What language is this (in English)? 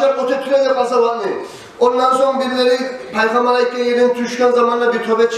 Kumyk